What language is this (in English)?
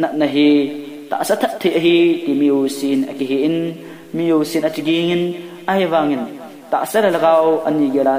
Thado Chin